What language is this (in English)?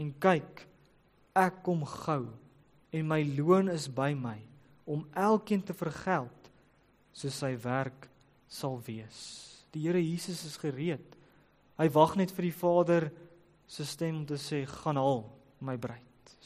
Afrikaans